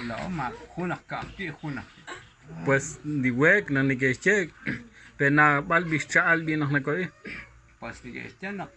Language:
Kekchí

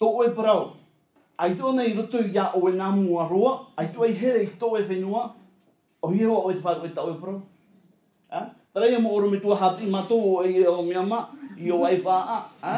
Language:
Tahitian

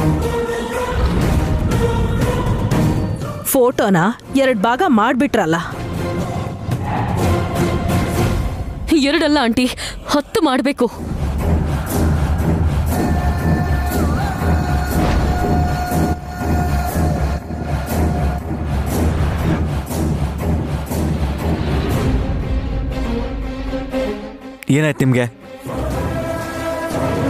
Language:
Kannada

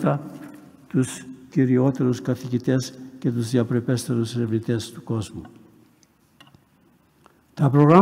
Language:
Greek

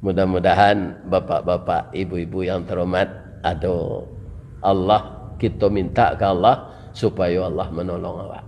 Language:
Minangkabau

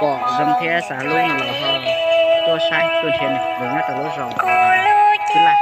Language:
Hmong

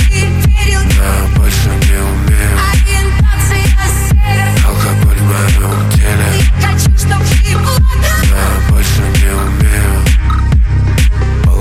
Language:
Russian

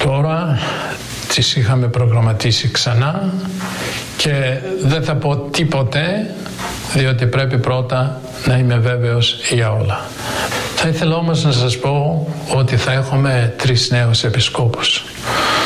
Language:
Greek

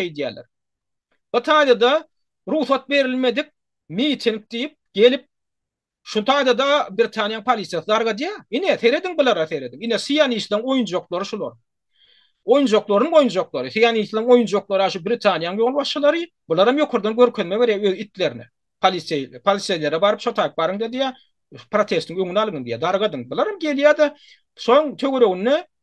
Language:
Turkmen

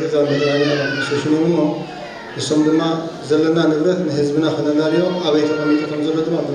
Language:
Tigrinya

